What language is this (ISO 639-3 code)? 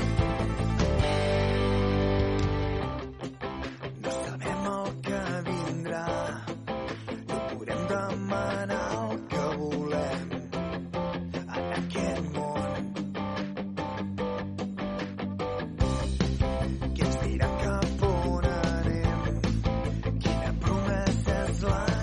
cat